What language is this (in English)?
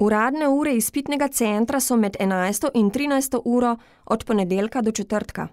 Slovenian